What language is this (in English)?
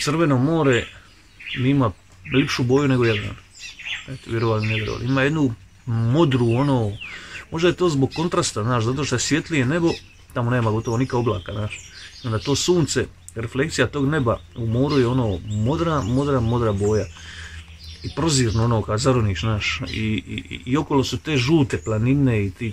Croatian